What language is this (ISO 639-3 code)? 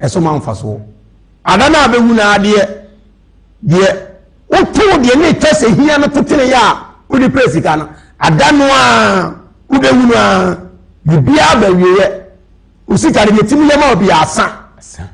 aka